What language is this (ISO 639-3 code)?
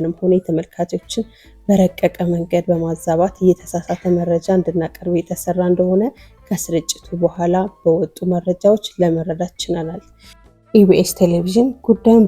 amh